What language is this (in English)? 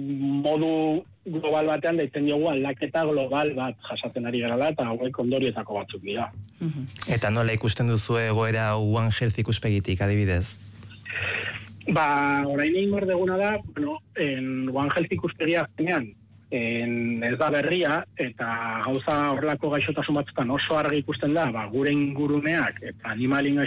Basque